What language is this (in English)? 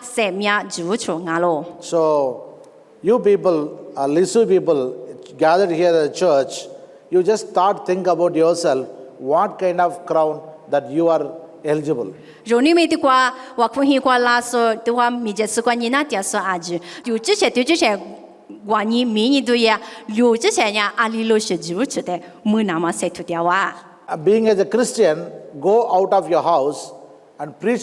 Lisu